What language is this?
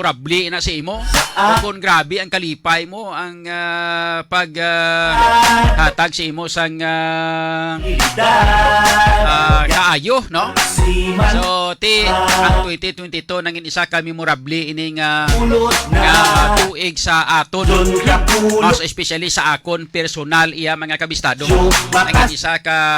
Hiligaynon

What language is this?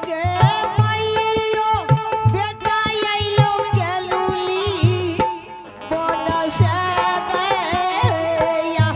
Angika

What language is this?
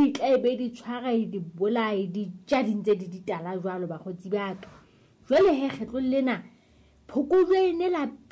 Southern Sotho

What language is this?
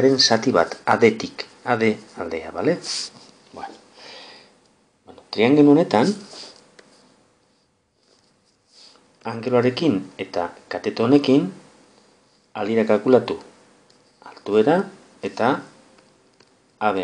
Basque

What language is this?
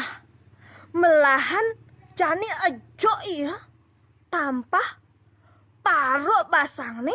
Balinese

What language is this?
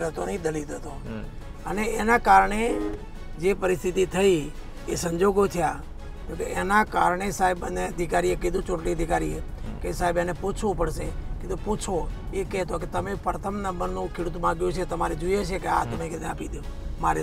Gujarati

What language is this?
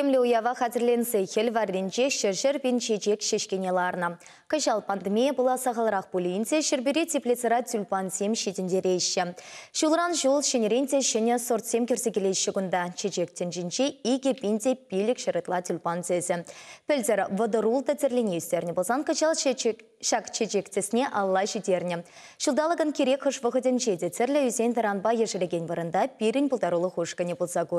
Chuvash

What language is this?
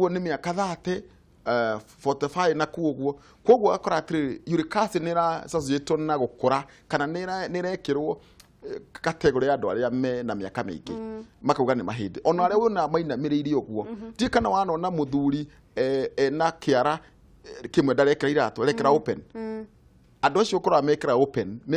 Kikuyu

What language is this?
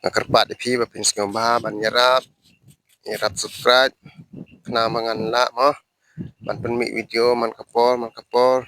Khasi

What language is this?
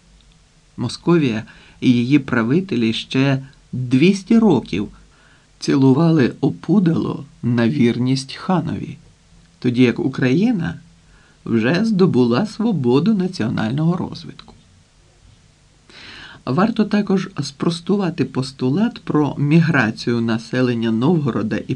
Ukrainian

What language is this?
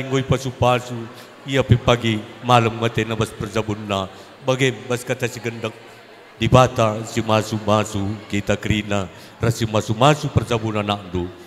Batak Karo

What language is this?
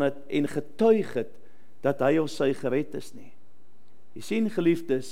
Afrikaans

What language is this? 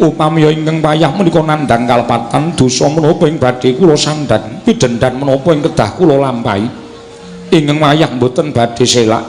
Javanese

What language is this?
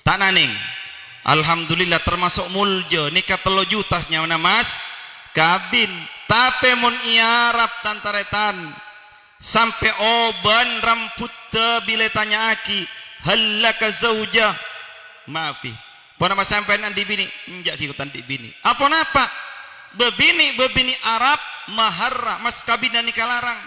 Madurese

